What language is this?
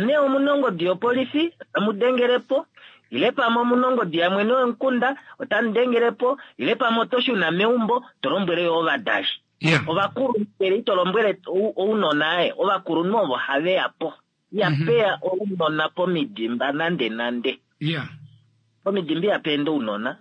Kuanyama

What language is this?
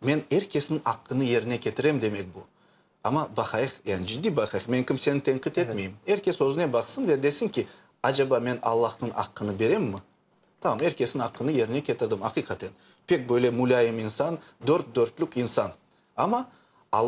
Crimean Tatar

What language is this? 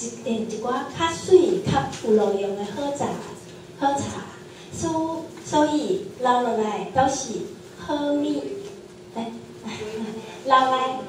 Min Nan Chinese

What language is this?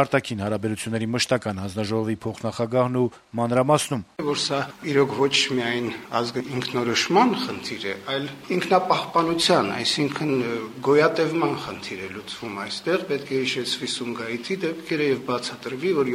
Armenian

